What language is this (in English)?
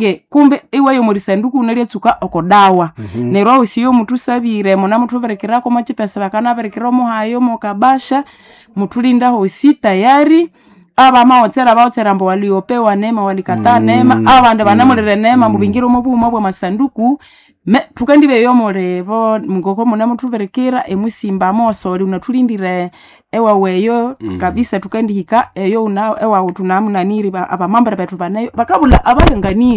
Nande